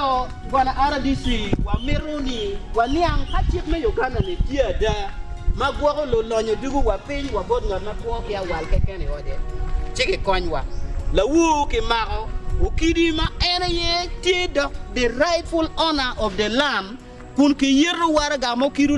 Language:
Acoli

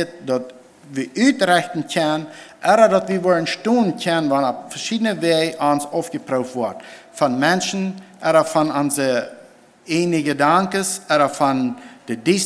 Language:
Plautdietsch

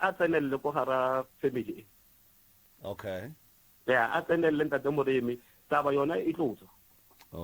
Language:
Northern Sotho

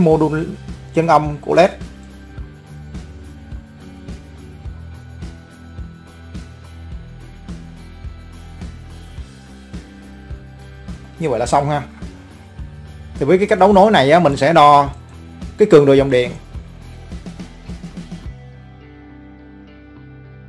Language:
Vietnamese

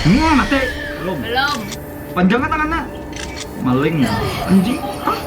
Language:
Banjar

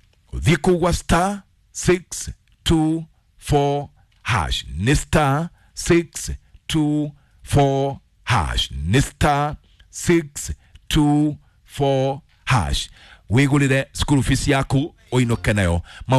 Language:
Kikuyu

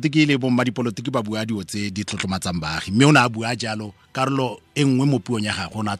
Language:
Tswana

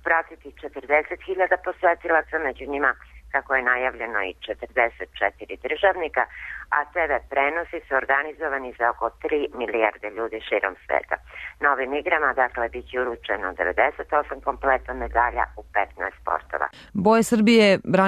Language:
Serbian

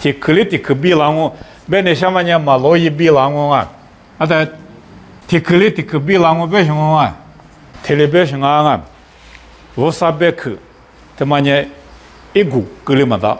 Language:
Lisu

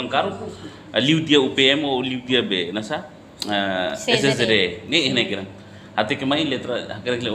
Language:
Tetum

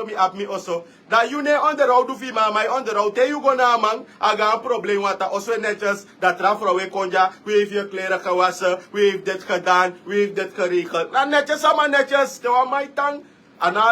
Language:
Sranan Tongo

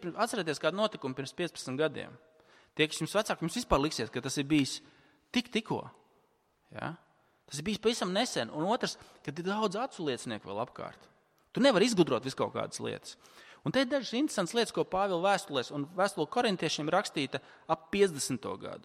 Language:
Latvian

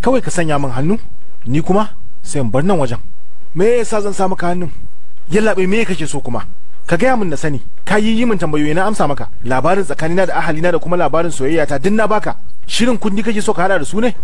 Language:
Hausa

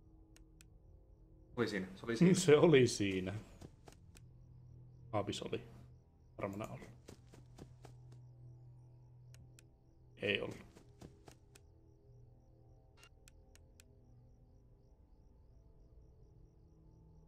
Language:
Finnish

